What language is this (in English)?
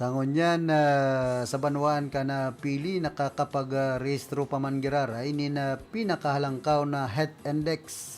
Bikol